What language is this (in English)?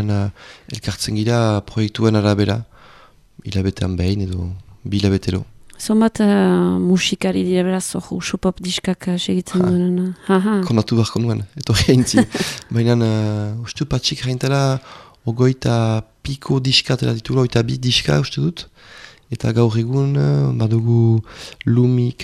Basque